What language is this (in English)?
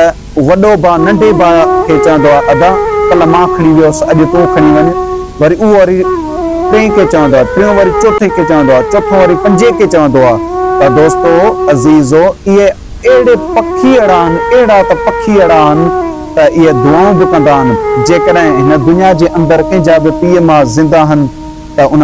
Sindhi